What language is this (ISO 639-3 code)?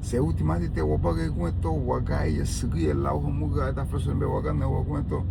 cab